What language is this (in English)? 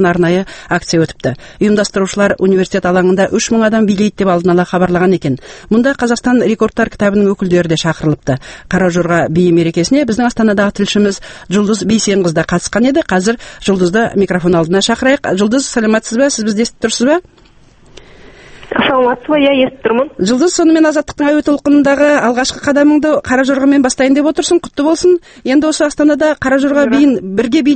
Kazakh